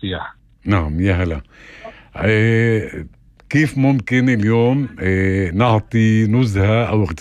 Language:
North Levantine Arabic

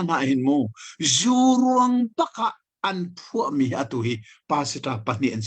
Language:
Hakha Chin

